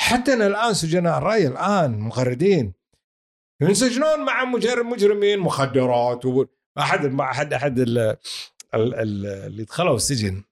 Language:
Gulf Arabic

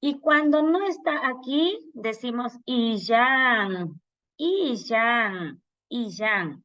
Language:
Imbabura Highland Quichua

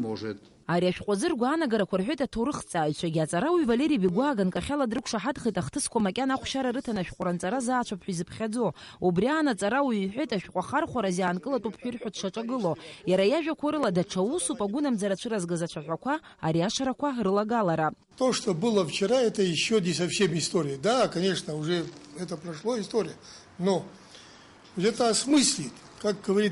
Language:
Abkhazian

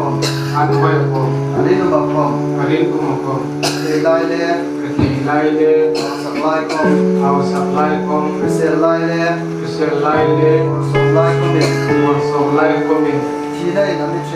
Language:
Hmar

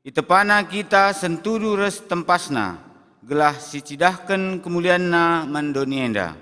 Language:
Batak Karo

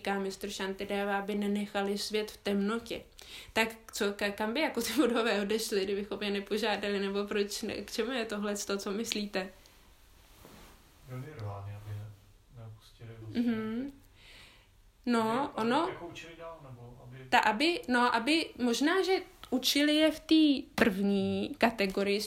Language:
Czech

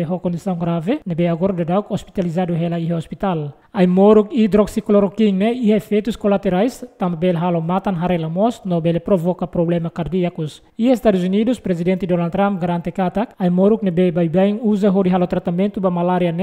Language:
Tetum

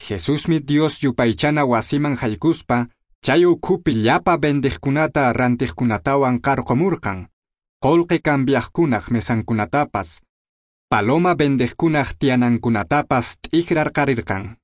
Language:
Quechua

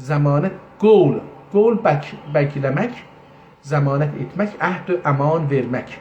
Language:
South Azerbaijani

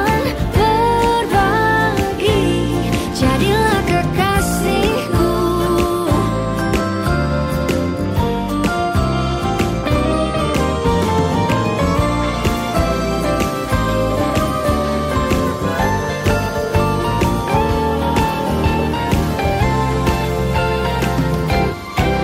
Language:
Indonesian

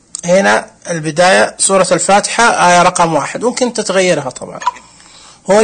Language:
Najdi Arabic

